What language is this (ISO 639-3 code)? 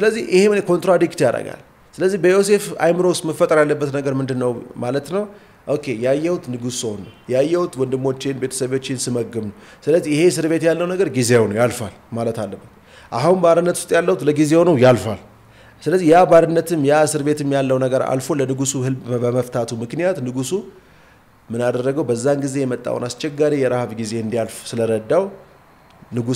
amh